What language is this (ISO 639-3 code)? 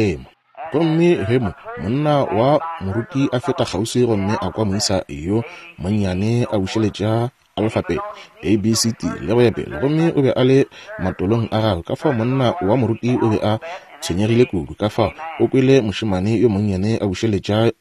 nso